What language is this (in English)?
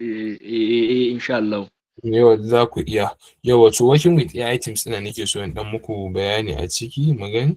Hausa